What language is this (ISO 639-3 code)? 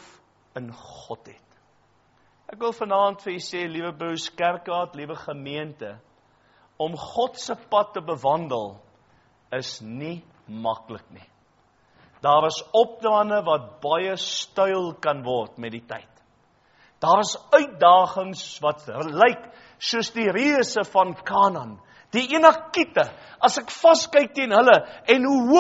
afr